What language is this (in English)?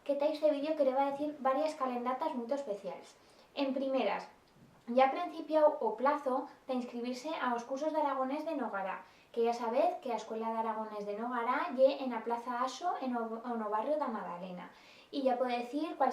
Aragonese